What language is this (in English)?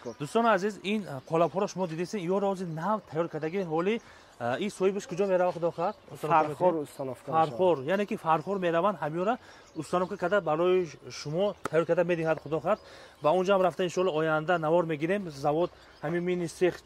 Tajik